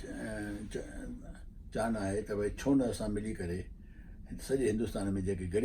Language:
Sindhi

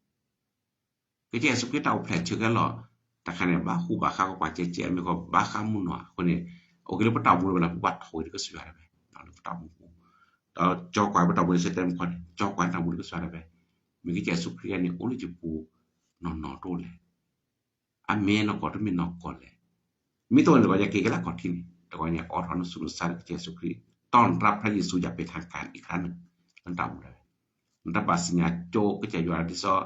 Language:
S'gaw Karen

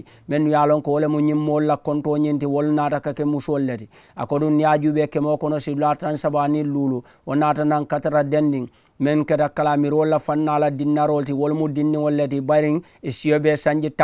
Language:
Mandingo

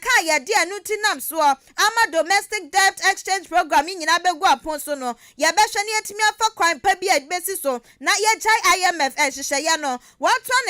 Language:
Akan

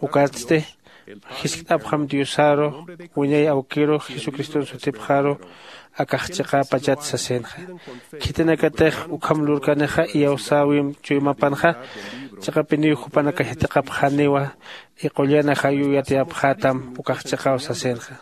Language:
Aymara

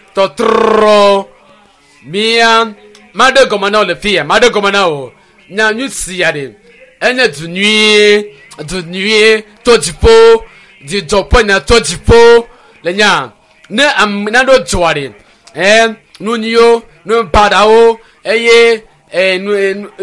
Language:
Ewe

